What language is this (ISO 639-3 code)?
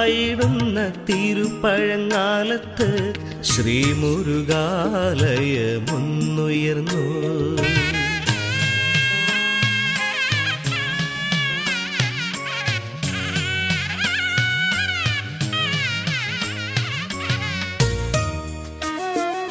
mal